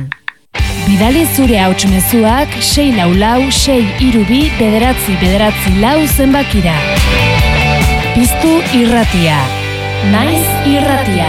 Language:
Basque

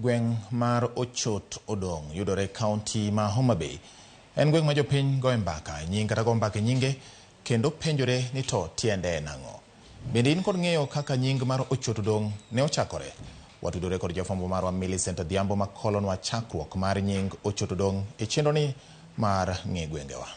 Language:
Luo (Kenya and Tanzania)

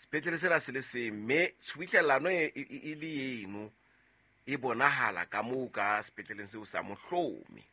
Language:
Southern Sotho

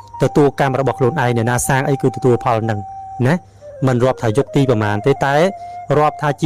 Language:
Khmer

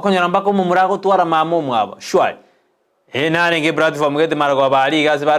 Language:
Gusii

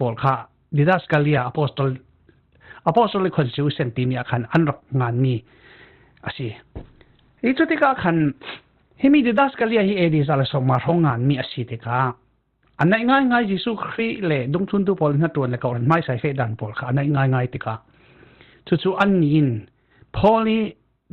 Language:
Falam Chin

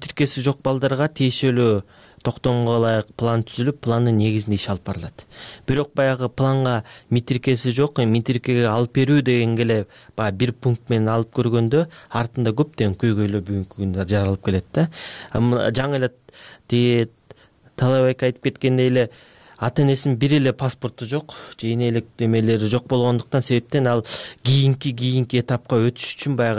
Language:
Kyrgyz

